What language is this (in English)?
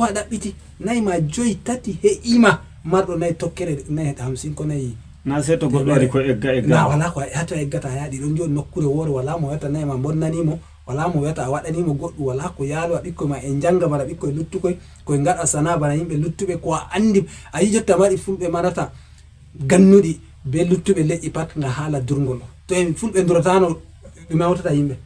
Fula